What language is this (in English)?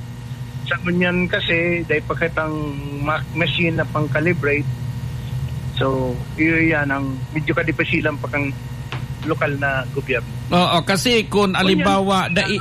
Filipino